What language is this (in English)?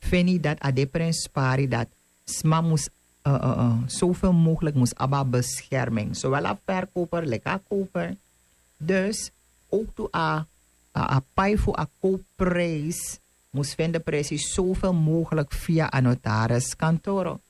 Sranan Tongo